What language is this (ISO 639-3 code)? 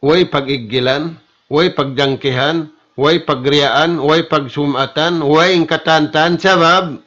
tsg